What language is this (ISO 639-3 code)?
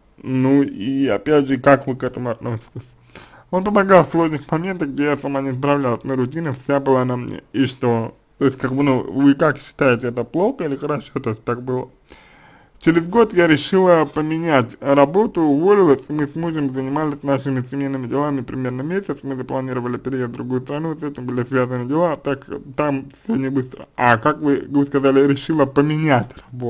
rus